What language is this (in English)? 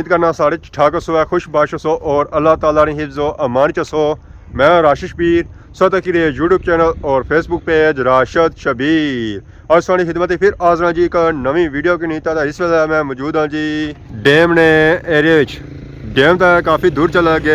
Pahari-Potwari